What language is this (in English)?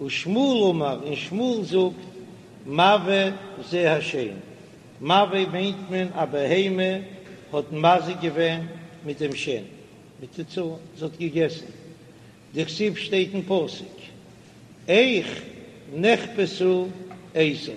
Yiddish